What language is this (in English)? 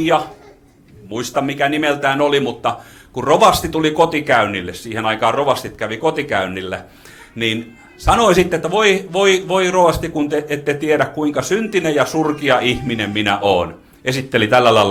Finnish